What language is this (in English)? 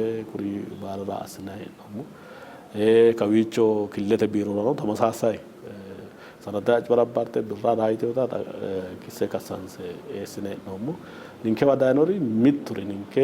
Sidamo